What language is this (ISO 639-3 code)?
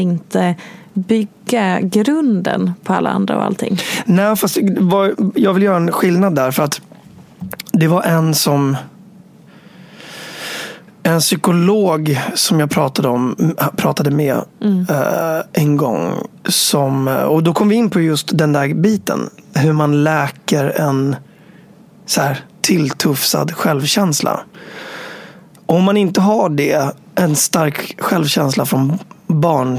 swe